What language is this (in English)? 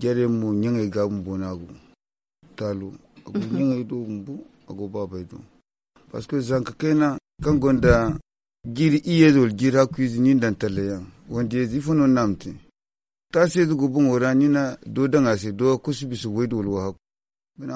Zarma